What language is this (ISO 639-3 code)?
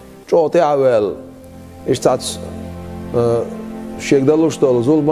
che